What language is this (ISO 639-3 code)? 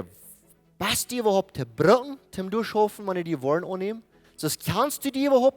pdt